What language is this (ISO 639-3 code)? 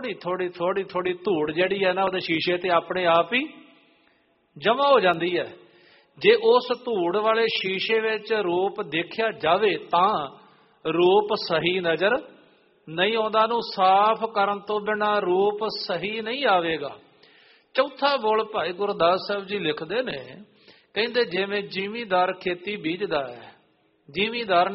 pan